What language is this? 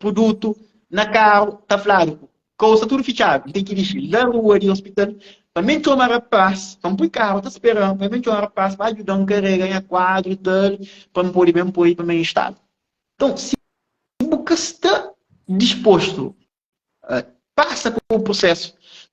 Kabuverdianu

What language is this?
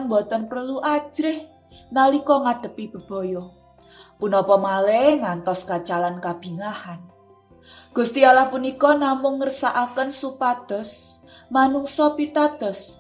Javanese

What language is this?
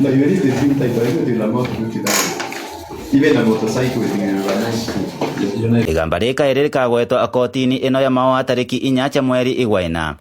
Meru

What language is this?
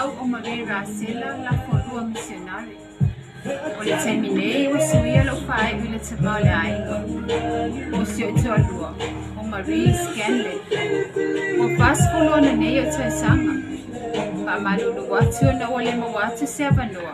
Samoan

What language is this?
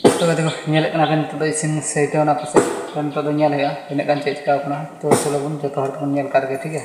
Santali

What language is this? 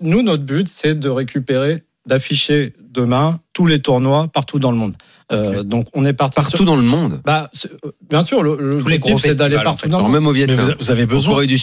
French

